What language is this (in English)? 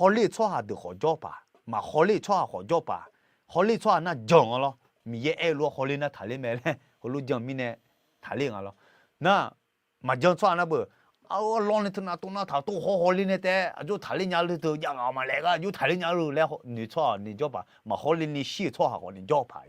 Akha